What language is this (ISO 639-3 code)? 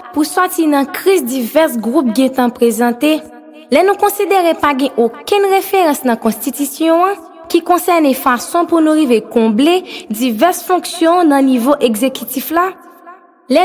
hat